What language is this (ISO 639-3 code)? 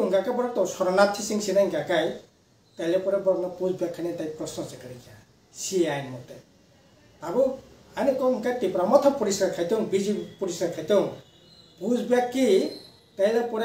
trp